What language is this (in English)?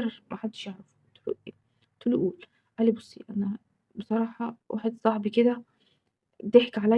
Egyptian Arabic